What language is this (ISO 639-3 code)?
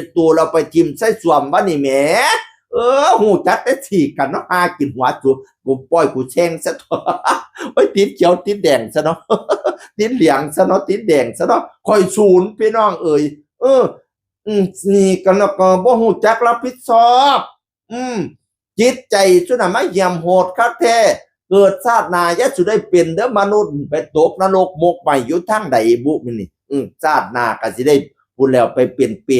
tts